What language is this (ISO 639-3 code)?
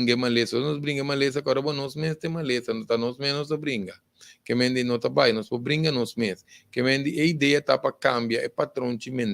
pap